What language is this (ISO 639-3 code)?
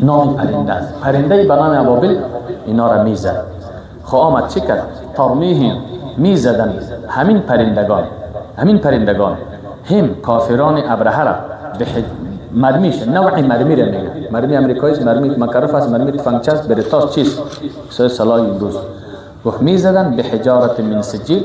fas